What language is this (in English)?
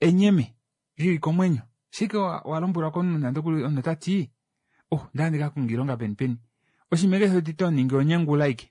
Kuanyama